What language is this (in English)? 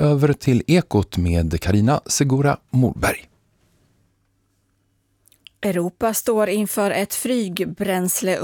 Swedish